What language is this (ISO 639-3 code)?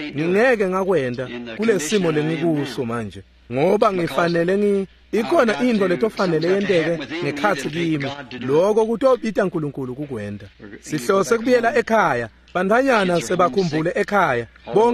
ssw